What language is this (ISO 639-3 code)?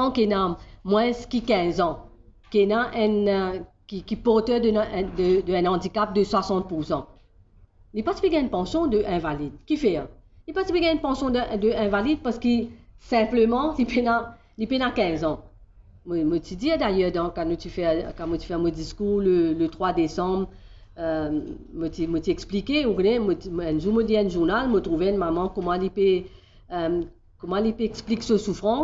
mfe